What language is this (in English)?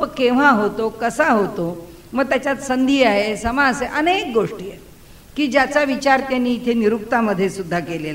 Marathi